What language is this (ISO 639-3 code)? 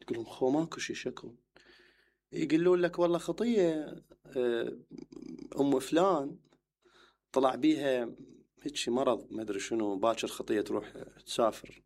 acm